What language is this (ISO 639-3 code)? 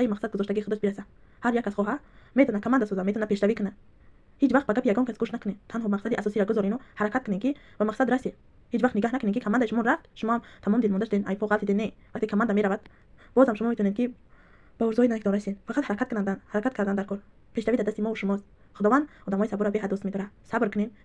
tgk